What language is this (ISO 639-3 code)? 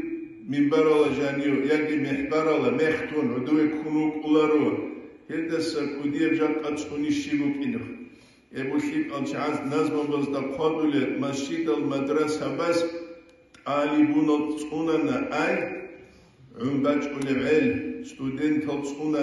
ava